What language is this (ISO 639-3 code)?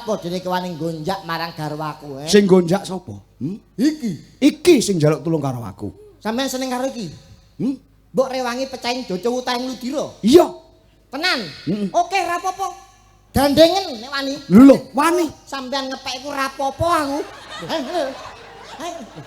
jav